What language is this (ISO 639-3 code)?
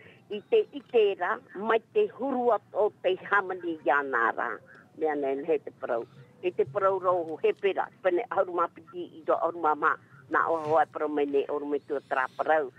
tah